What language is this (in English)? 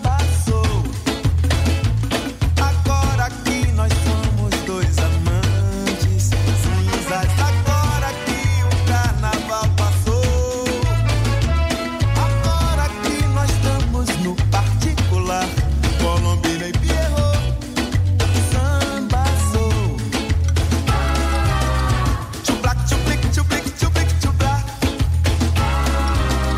Portuguese